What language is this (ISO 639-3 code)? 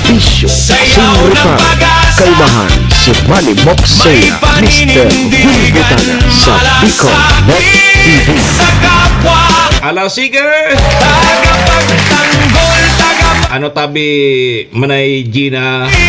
bik